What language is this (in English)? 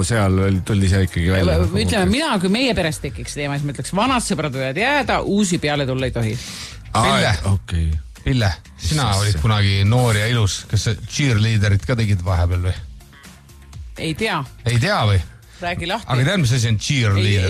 Estonian